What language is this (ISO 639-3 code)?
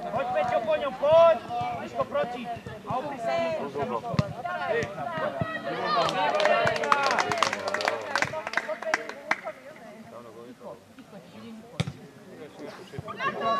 slk